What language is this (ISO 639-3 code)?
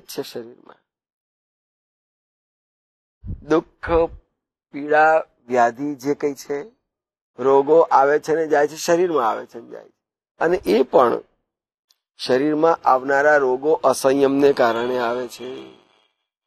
guj